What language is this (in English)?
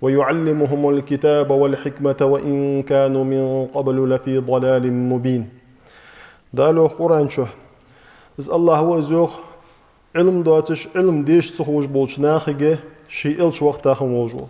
Ingush